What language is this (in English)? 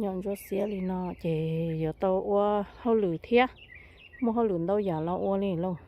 Hmong